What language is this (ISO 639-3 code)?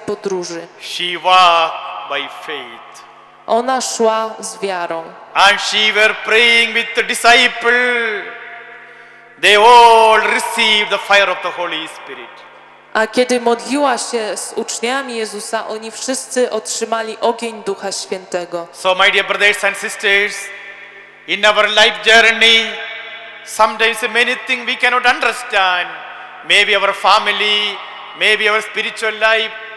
pol